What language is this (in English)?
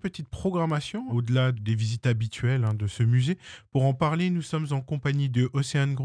French